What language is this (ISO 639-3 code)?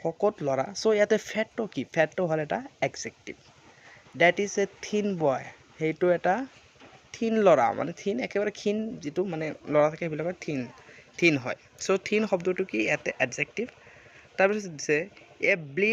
asm